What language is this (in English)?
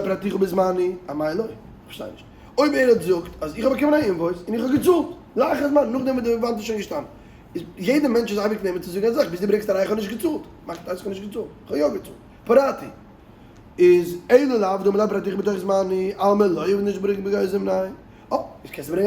Yiddish